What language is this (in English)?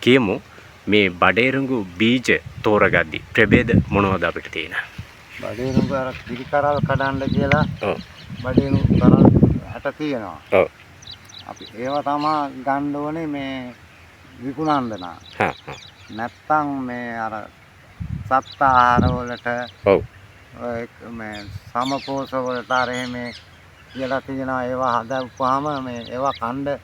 Sinhala